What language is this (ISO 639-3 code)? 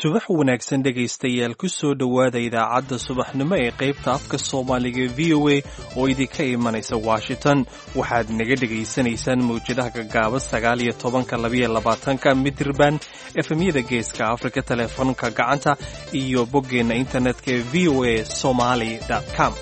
som